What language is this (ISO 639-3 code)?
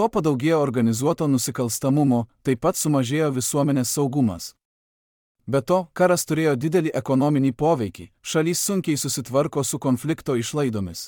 lit